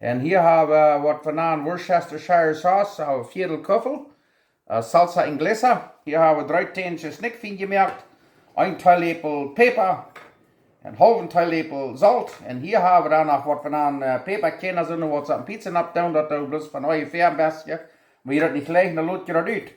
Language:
Plautdietsch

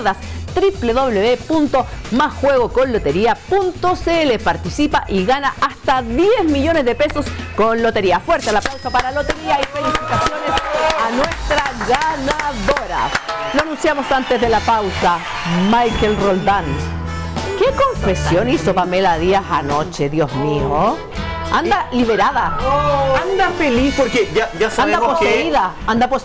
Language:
Spanish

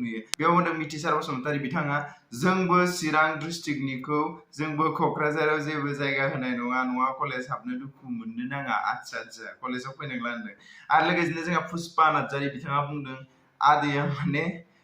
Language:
Bodo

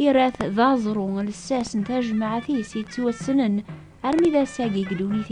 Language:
Kabyle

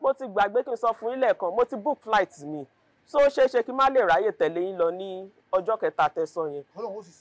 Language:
Yoruba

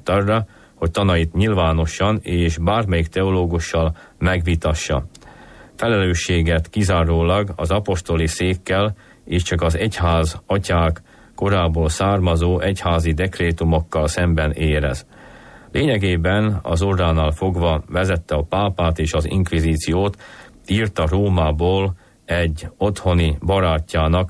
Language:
Hungarian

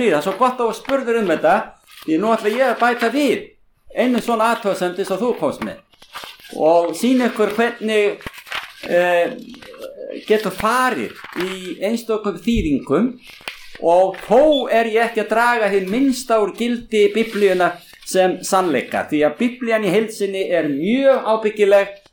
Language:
Icelandic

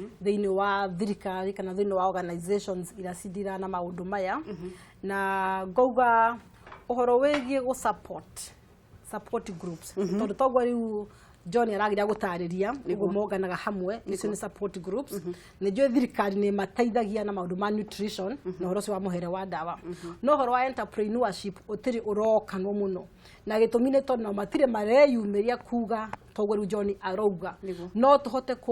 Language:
Kikuyu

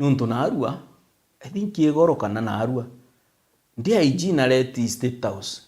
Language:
Meru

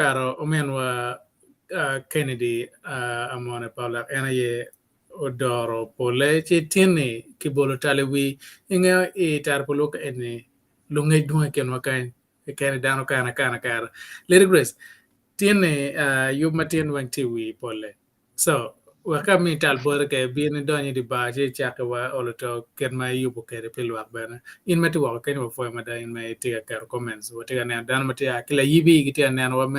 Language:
Acoli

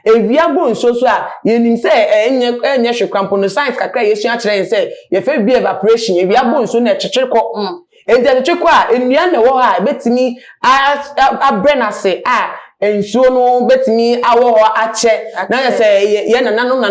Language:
Akan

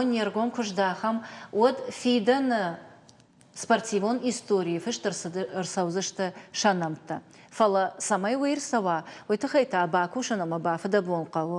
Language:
Ossetic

